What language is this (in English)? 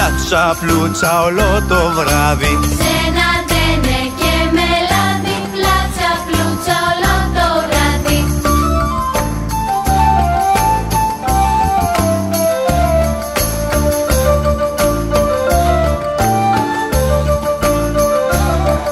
Greek